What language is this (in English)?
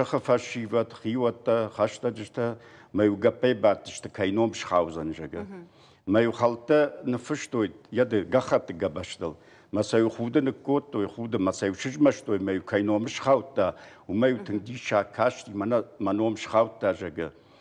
Ossetic